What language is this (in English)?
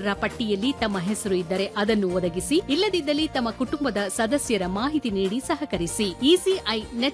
Kannada